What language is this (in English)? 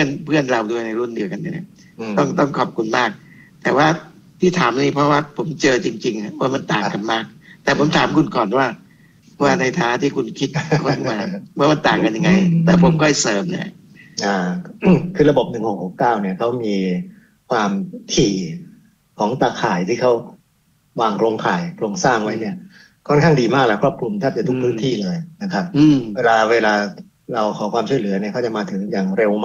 Thai